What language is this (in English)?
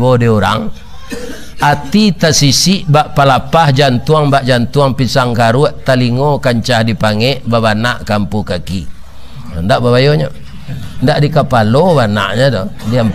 Minangkabau